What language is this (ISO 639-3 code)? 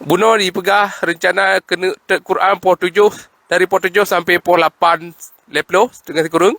ace